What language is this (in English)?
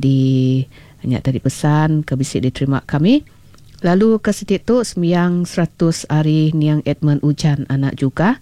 Iban